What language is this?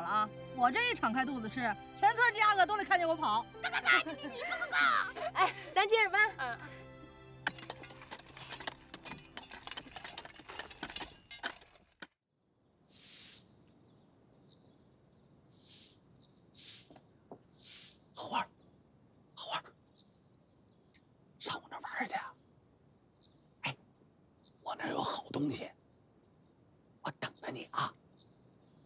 Chinese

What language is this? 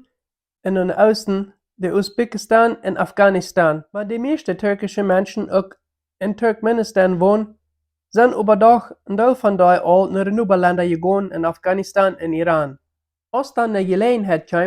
Plautdietsch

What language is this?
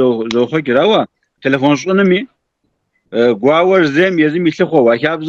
Kabardian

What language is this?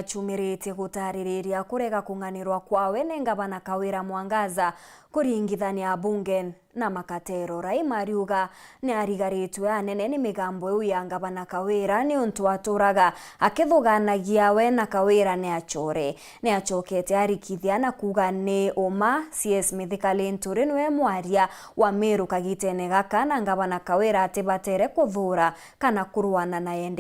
Meru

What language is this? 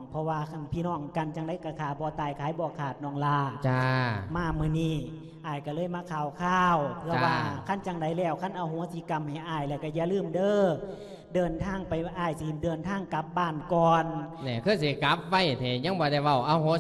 Lao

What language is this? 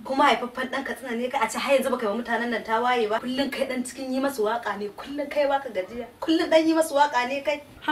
Hausa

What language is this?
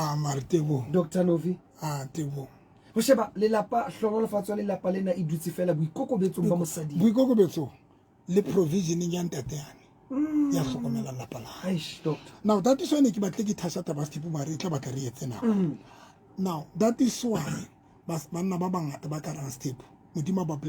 Southern Sotho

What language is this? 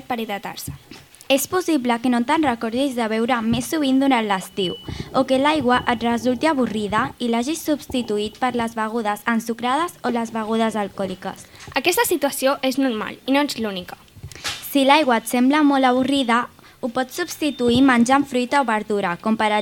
Catalan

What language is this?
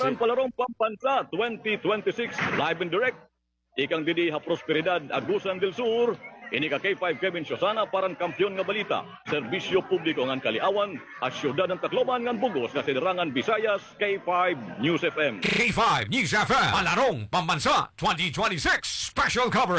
Waray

